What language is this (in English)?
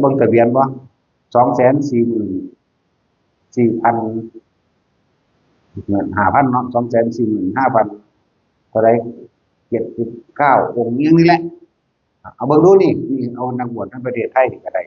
Northeastern Thai